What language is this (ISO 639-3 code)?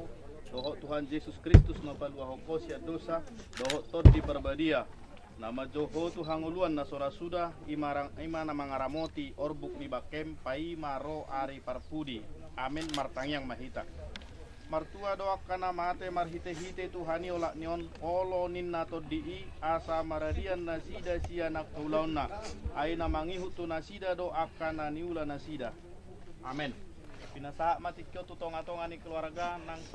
bbc